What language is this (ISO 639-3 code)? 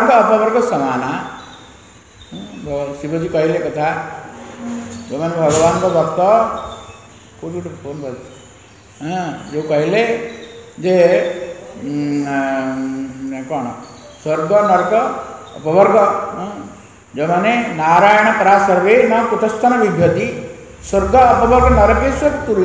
ori